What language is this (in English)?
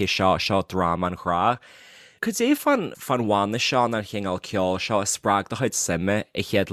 Irish